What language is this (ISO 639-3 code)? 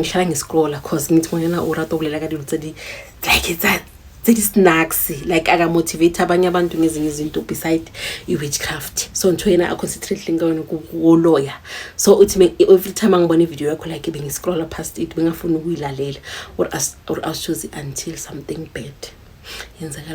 zul